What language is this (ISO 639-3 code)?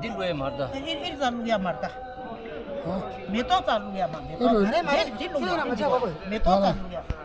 bod